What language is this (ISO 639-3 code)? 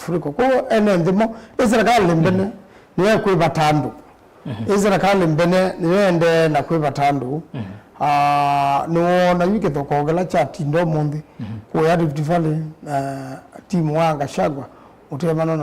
kam